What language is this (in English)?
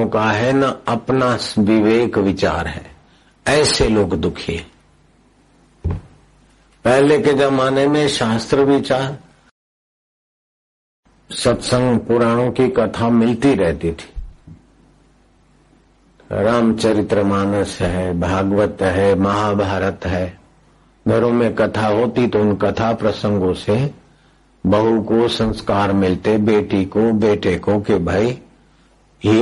Hindi